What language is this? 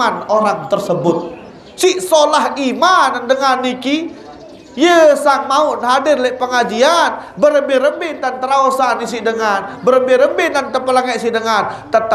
Sasak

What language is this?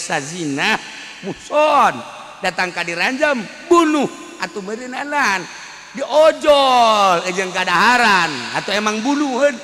Sundanese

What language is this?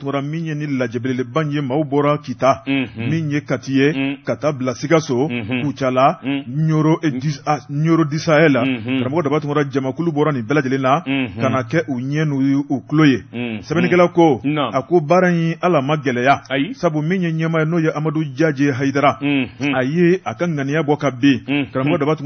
Bambara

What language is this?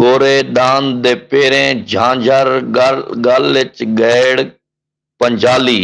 Saraiki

